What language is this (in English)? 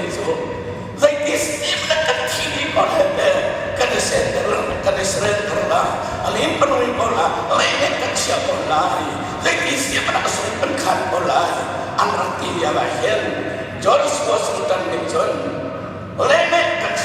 Hakha Chin